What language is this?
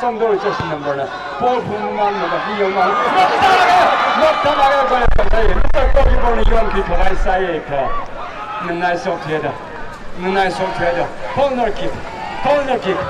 Tangkhul Naga (India)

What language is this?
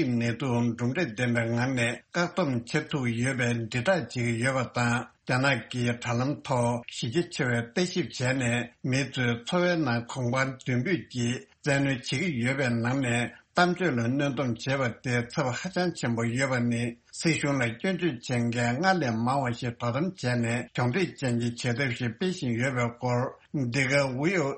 Tibetan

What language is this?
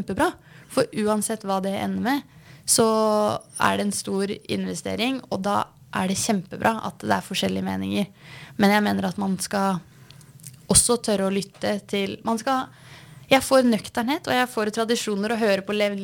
Norwegian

